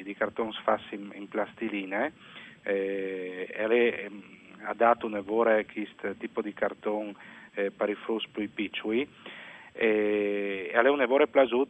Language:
Friulian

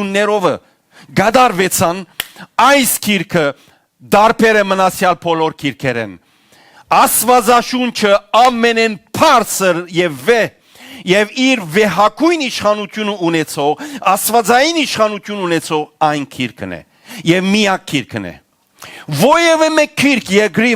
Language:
Western Armenian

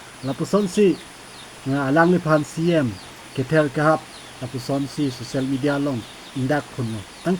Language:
Karbi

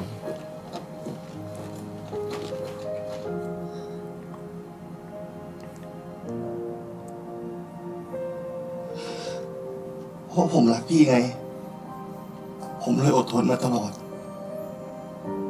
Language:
Thai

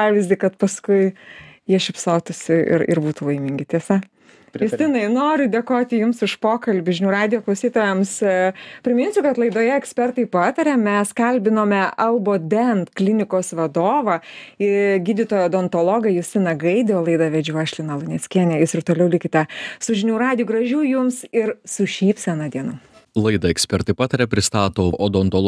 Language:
Lithuanian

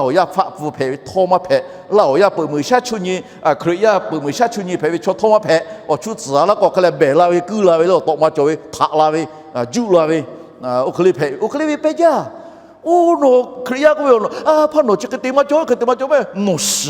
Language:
Lahu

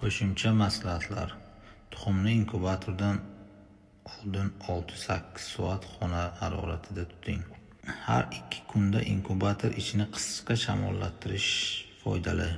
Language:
Uzbek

